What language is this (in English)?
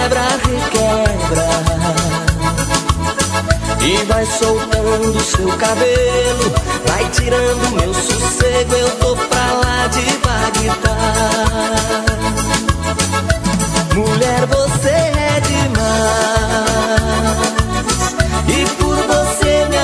Portuguese